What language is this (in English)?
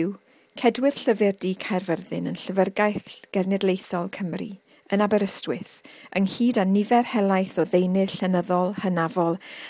Welsh